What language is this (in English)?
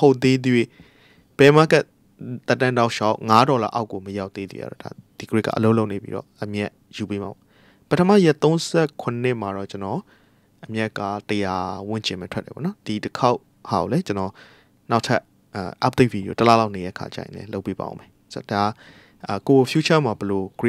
Burmese